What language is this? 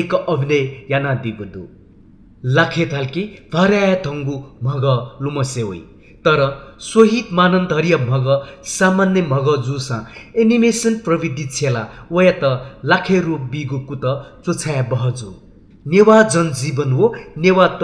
Newari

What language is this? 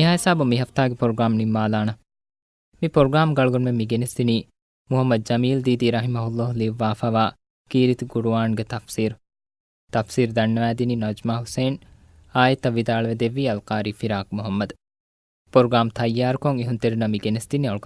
Divehi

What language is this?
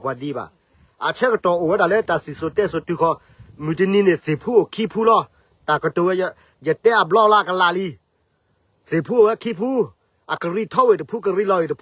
S'gaw Karen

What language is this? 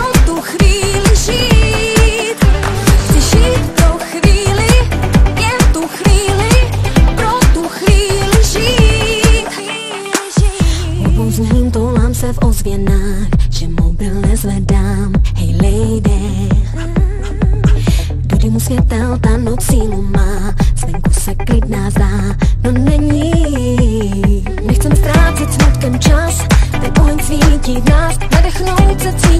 Czech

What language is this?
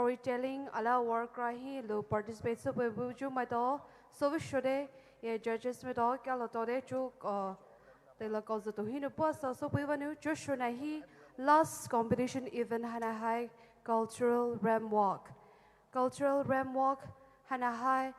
Poumei Naga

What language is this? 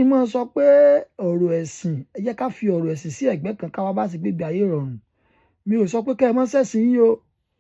Yoruba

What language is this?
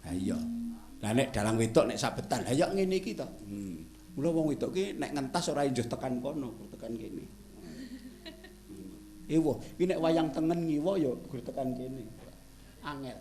Javanese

